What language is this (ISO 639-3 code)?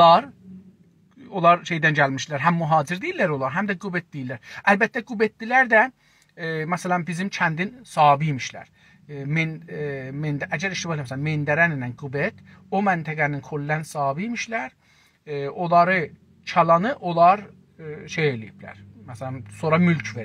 azb